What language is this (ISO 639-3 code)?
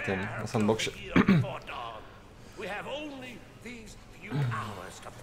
pol